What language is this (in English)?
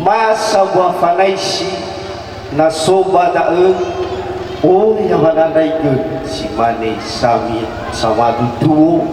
Nias